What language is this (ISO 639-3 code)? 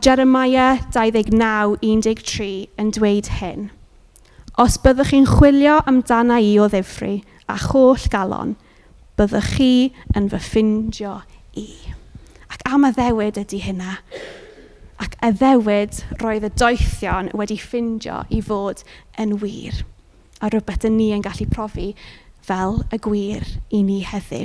cym